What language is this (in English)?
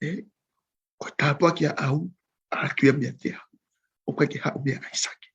Tongan